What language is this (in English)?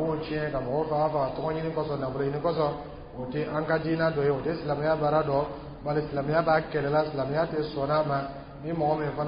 Dyula